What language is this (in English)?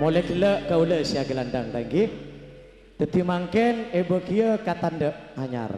Madurese